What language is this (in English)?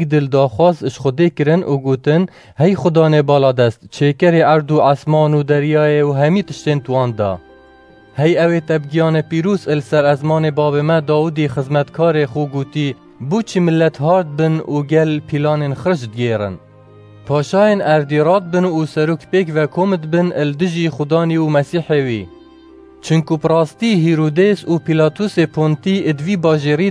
Kurdish